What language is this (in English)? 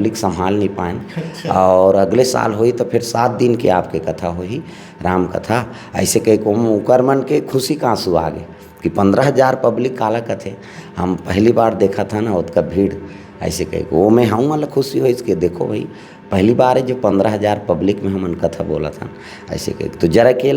Chhattisgarhi